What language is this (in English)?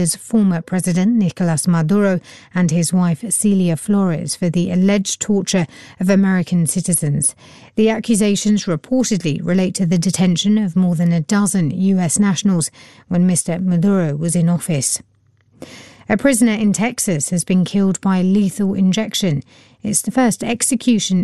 English